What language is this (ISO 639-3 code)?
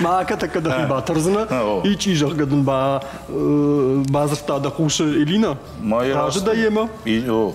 oss